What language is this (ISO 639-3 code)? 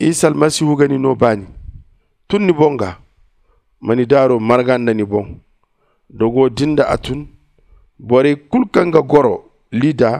dje